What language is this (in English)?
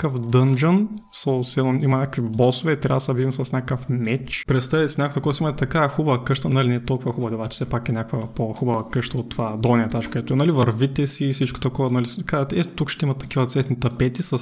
Bulgarian